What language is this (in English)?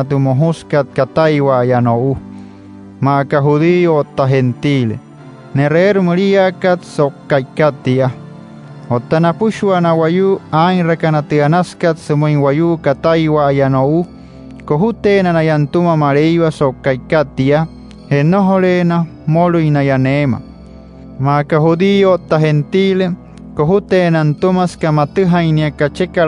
Wayuu